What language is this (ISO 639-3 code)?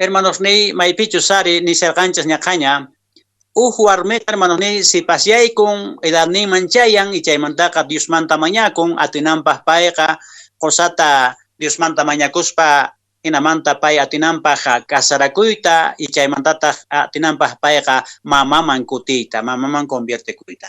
que